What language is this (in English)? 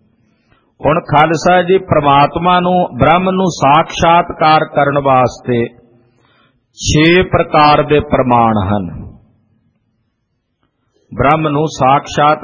Punjabi